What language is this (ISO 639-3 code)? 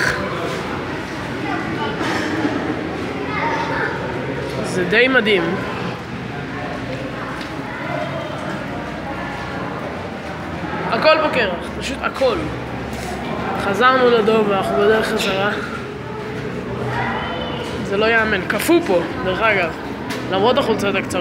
heb